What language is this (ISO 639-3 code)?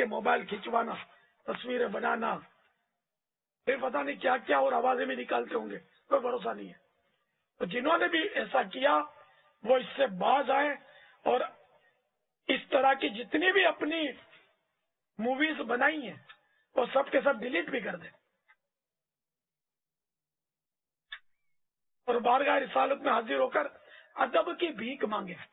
urd